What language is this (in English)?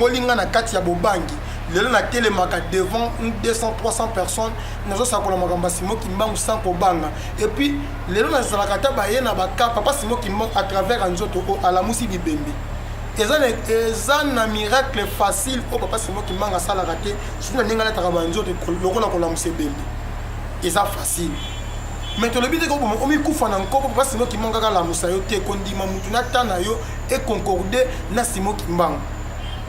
Lingala